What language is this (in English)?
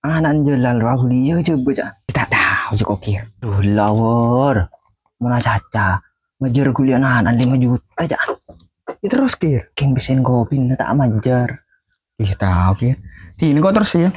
Madurese